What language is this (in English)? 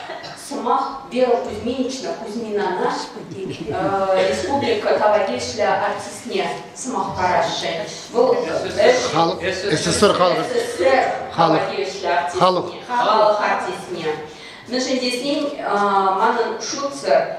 Chuvash